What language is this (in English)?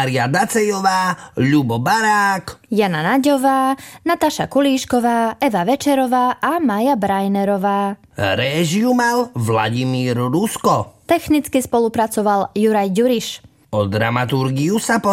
Slovak